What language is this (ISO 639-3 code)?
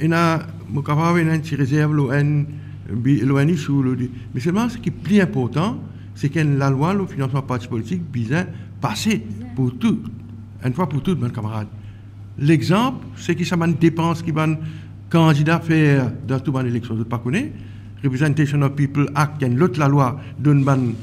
mfe